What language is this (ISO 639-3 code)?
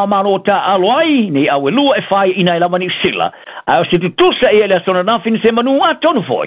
smo